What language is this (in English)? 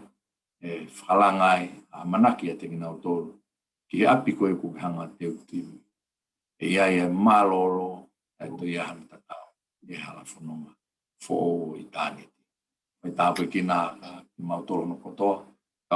Tongan